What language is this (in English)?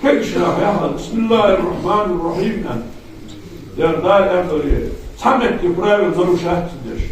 Ingush